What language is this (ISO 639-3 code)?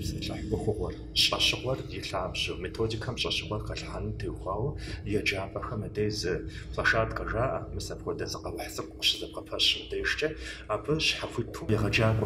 kbd